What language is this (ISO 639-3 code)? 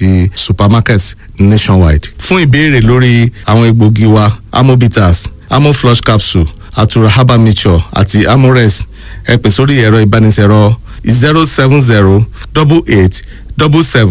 yor